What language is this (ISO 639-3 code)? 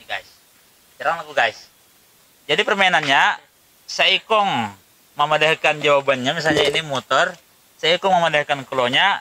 bjn